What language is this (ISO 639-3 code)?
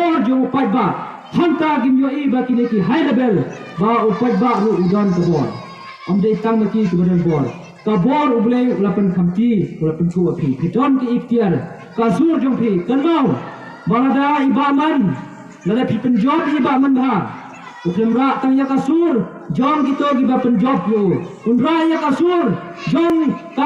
kha